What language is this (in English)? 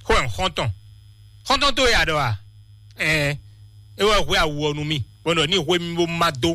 Fon